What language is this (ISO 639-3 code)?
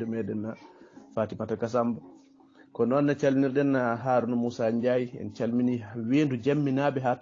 ful